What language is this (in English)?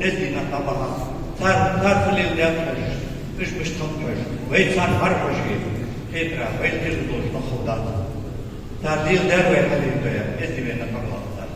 Ingush